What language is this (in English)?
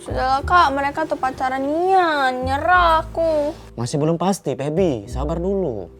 Musi